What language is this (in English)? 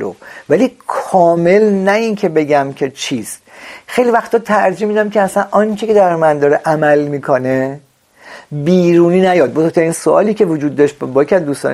Persian